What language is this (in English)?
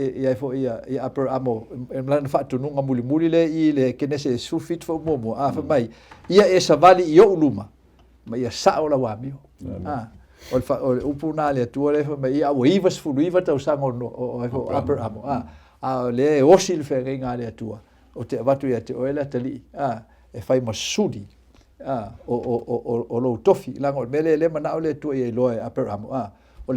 Samoan